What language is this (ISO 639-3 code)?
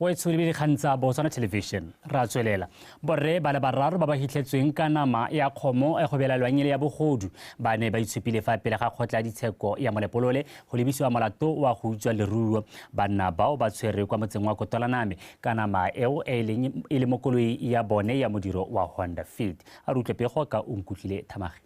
tsn